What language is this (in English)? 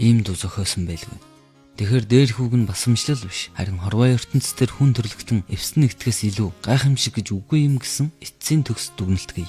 Mongolian